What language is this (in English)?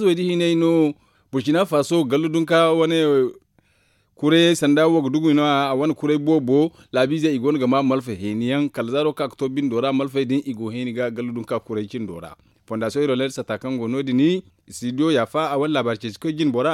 Zarma